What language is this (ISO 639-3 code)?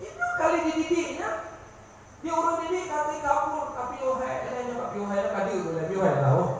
ace